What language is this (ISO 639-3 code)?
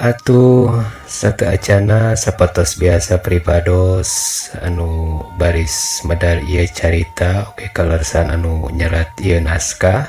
sun